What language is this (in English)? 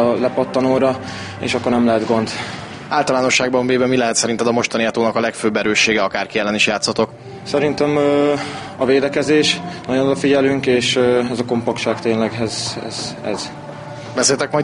Hungarian